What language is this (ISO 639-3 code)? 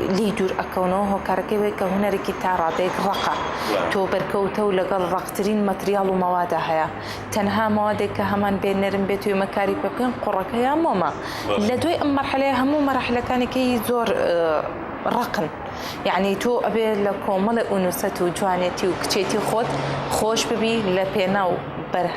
ckb